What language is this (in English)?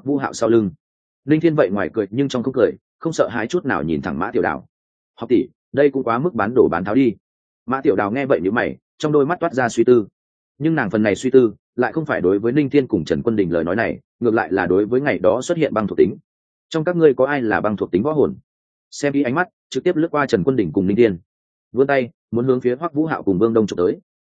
Vietnamese